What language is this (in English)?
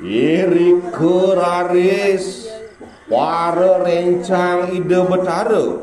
Balinese